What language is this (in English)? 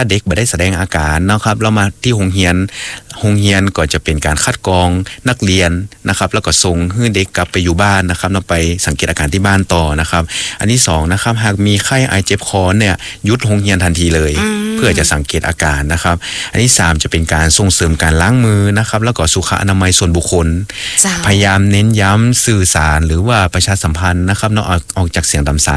Thai